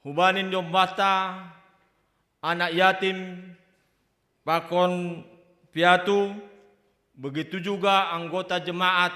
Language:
Batak Simalungun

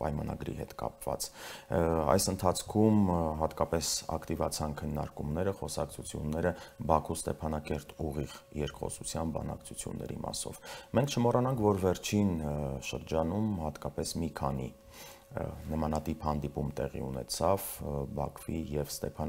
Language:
Armenian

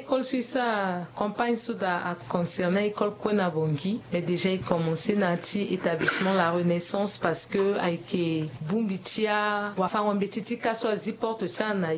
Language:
Sango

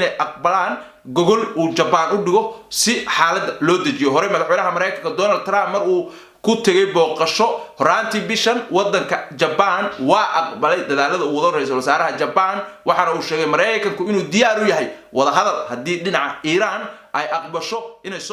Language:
Somali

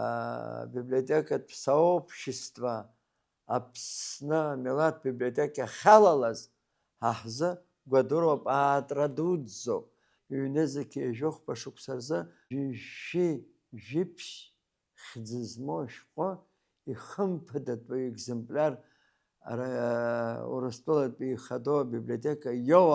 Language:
Abkhazian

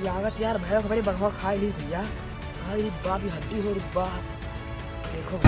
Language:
Awadhi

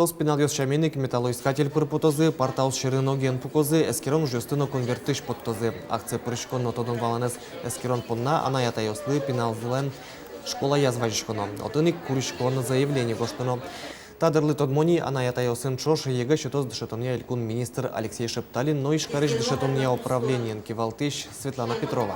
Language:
Udmurt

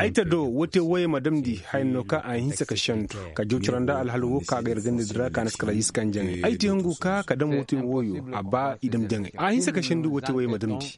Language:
Koyraboro Senni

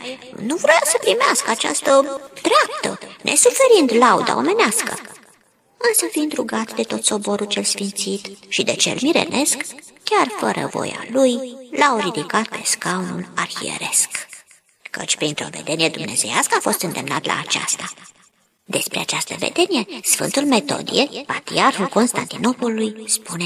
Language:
Romanian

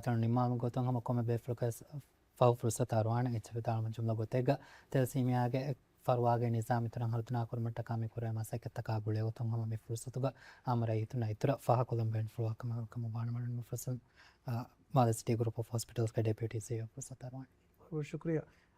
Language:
Divehi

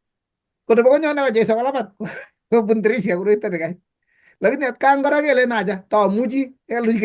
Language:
Kalenjin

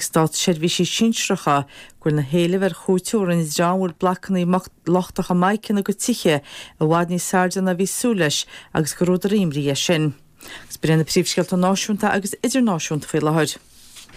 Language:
Irish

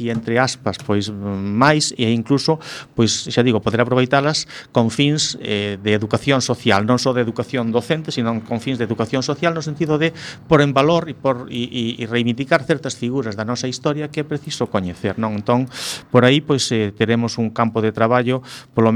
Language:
Galician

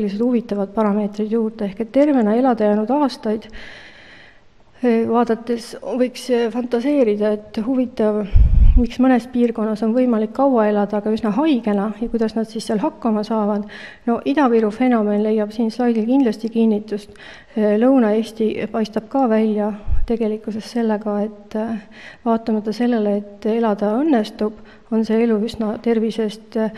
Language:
Estonian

